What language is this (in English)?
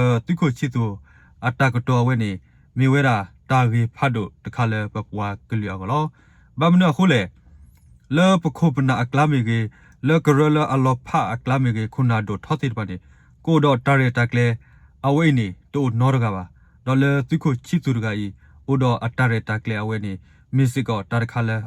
S'gaw Karen